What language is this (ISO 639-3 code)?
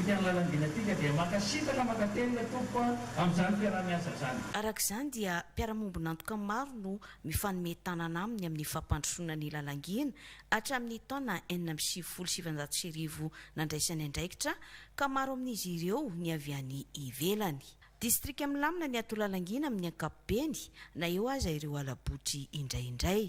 mlg